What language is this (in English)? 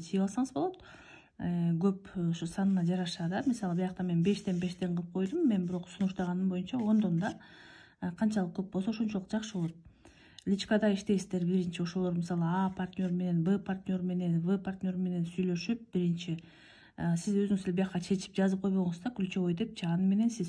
Kyrgyz